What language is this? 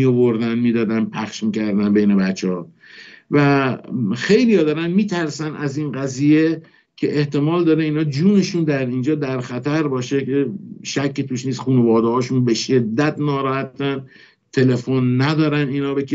Persian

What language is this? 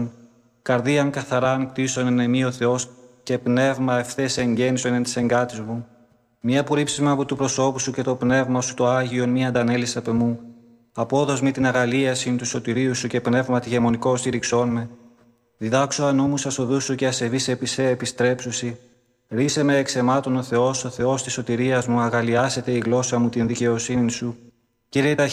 Greek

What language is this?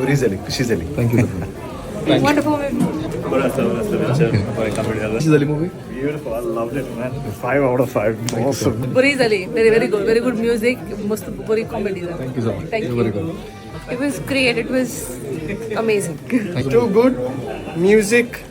Konkani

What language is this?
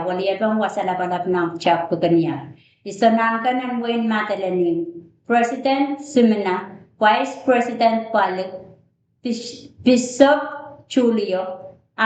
Pohnpeian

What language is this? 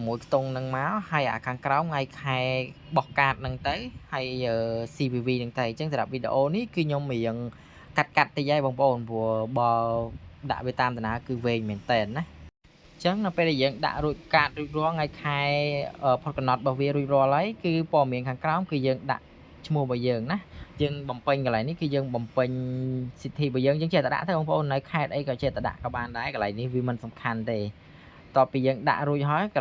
Khmer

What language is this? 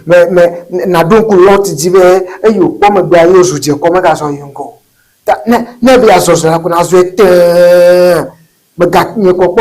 Ewe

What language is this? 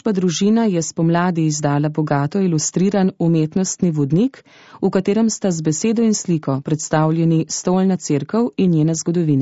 Slovenian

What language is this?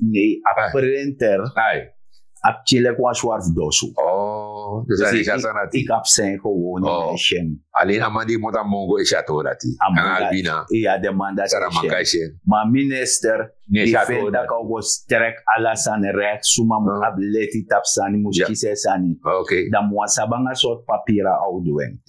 Sranan Tongo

